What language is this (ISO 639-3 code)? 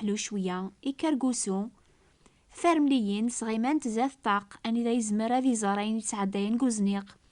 kab